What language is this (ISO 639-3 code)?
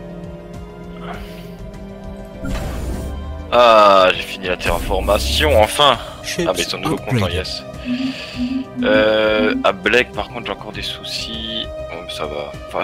fra